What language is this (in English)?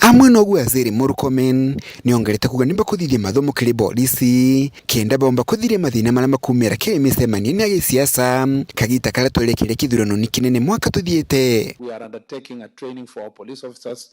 Meru